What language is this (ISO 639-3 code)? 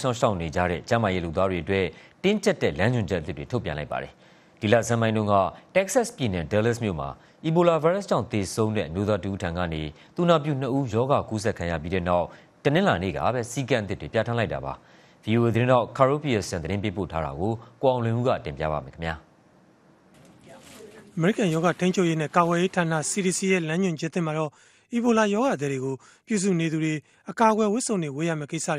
mya